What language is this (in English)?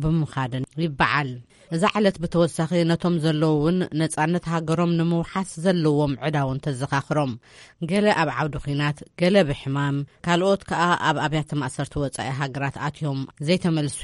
Tigrinya